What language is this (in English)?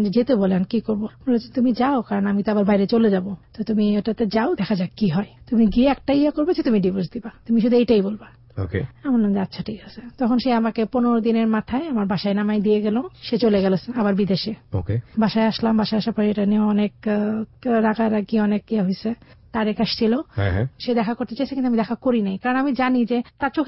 Bangla